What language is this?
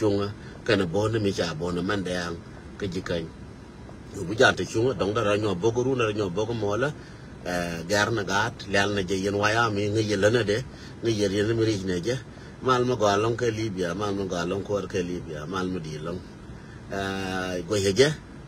Nuer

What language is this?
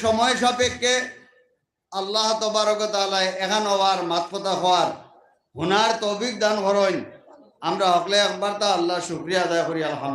Sylheti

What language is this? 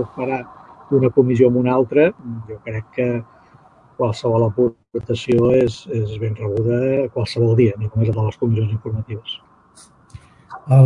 Catalan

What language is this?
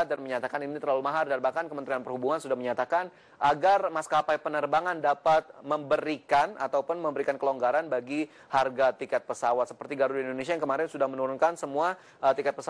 Indonesian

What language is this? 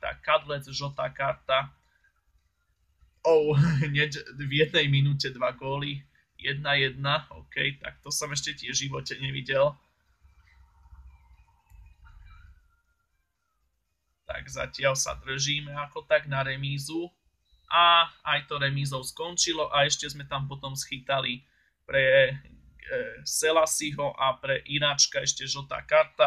Slovak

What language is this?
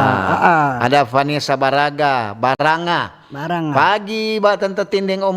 Manado Malay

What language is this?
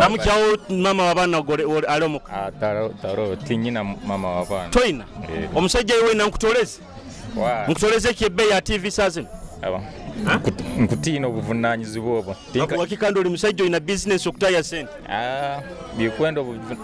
Nyoro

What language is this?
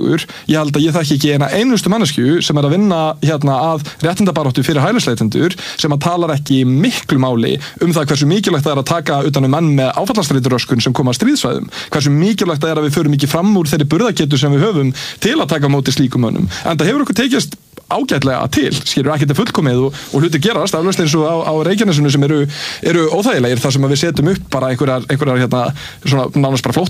Icelandic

